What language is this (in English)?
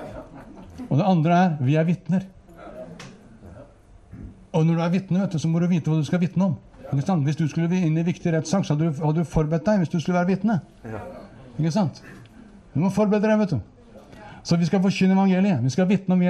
Norwegian